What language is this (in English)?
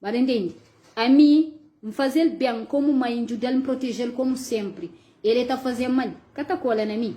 Kabuverdianu